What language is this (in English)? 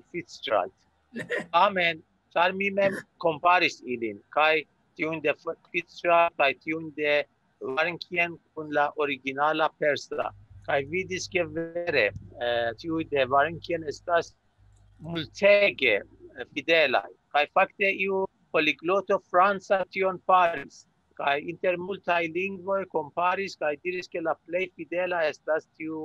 Esperanto